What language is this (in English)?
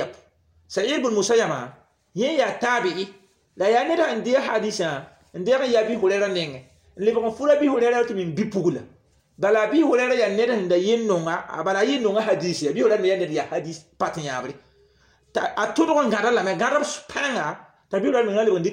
Mossi